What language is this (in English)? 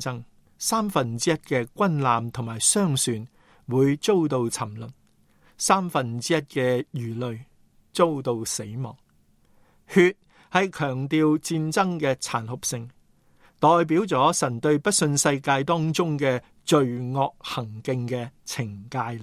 Cantonese